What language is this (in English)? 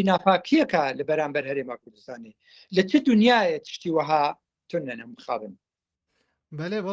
Kurdish